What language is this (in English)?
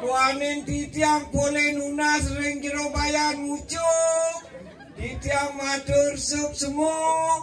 Balinese